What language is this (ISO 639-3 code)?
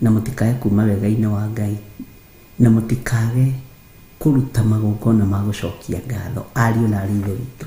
kik